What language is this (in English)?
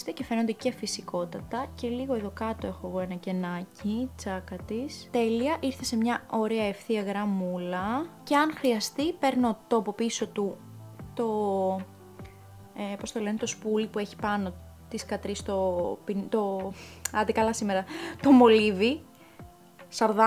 Greek